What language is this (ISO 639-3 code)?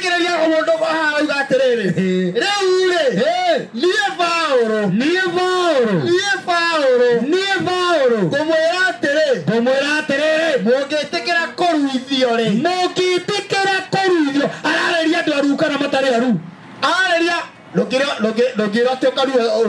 kik